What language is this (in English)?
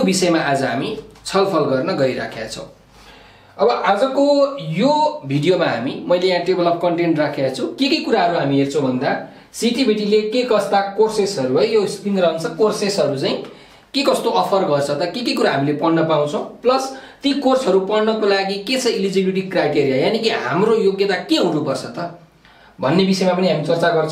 Nepali